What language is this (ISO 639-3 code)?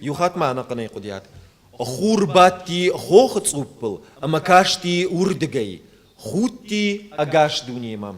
oss